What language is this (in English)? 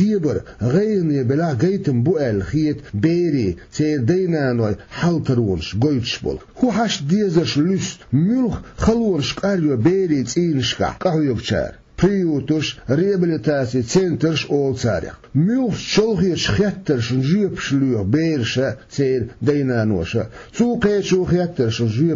Chechen